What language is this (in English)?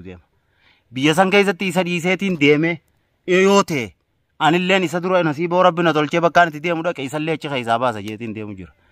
Oromo